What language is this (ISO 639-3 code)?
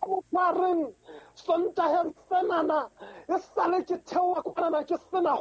sot